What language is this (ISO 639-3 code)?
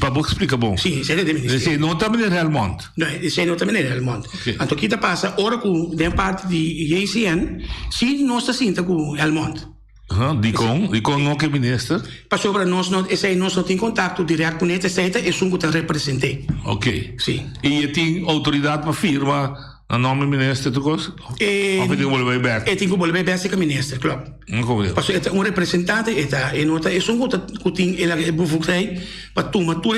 pap